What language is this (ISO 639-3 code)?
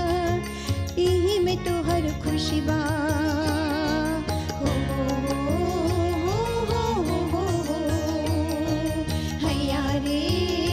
bho